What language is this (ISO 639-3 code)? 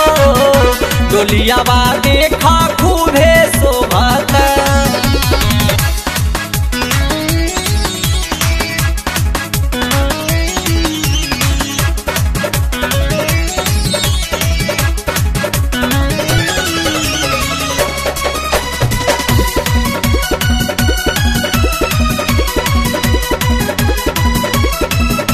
bho